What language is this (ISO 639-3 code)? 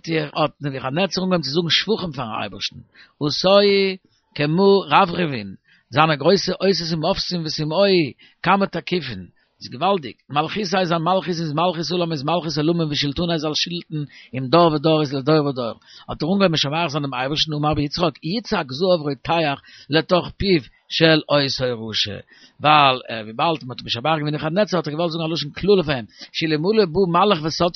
yid